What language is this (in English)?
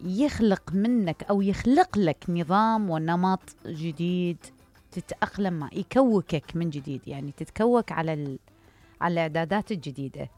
Mesopotamian Arabic